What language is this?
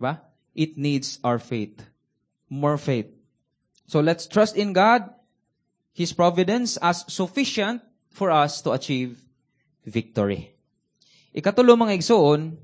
Cebuano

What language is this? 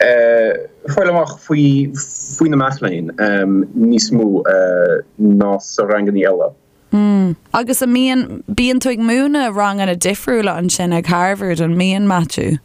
Irish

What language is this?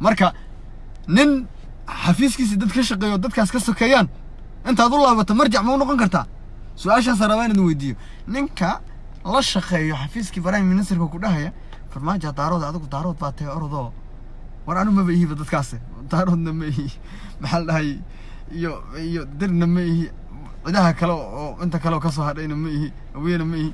Somali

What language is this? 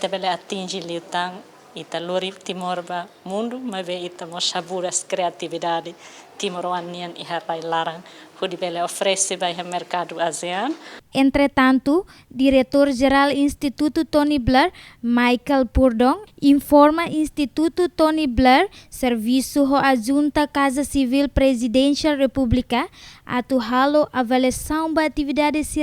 Tetum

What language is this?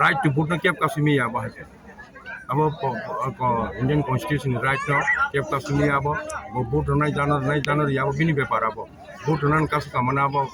Kok Borok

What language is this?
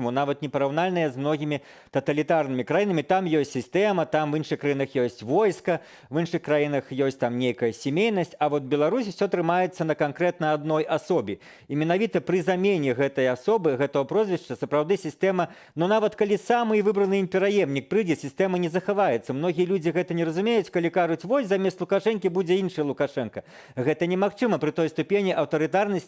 Belarusian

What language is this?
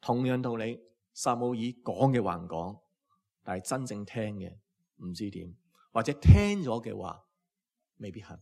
Cantonese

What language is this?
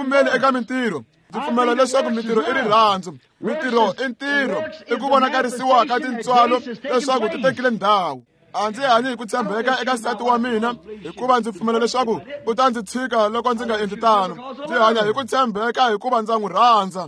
Tsonga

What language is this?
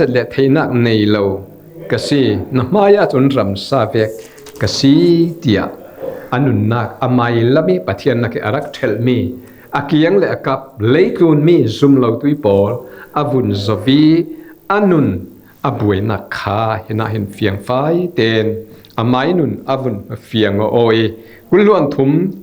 Falam Chin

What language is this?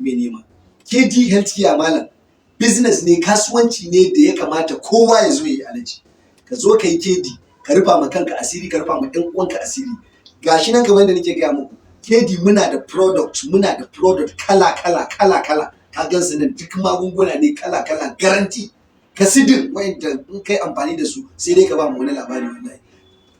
Hausa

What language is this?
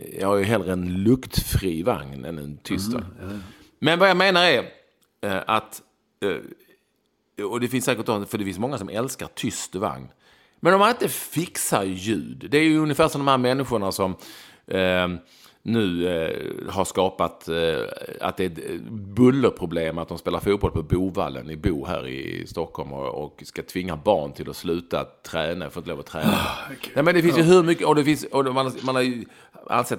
Swedish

